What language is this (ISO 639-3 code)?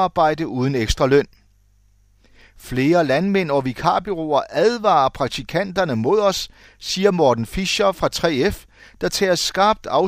dan